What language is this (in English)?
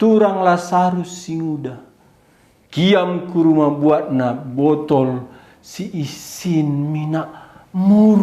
Batak Karo